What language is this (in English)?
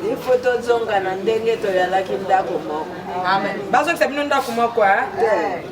Lingala